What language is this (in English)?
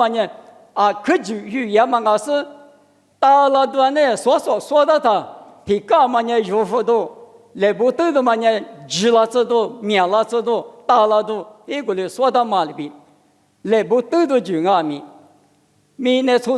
Lisu